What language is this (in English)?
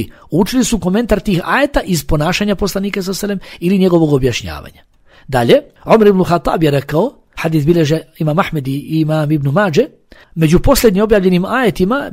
Bosnian